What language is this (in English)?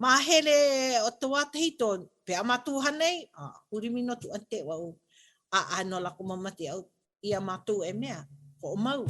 Hawaiian